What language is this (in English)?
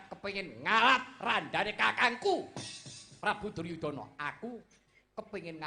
Javanese